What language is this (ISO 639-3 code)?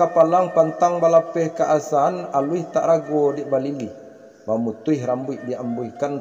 min